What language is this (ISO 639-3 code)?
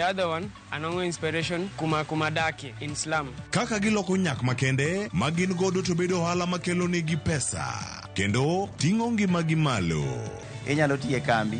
luo